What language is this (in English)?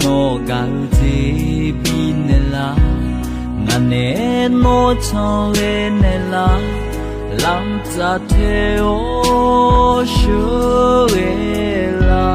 Akha